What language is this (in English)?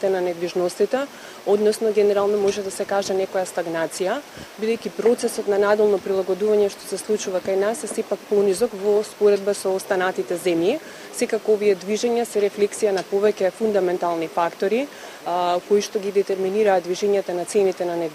Macedonian